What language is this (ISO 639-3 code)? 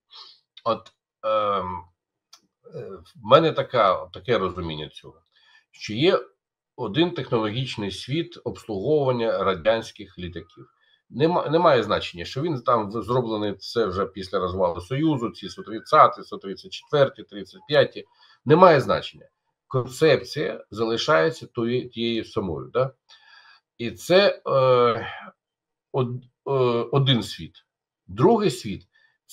ukr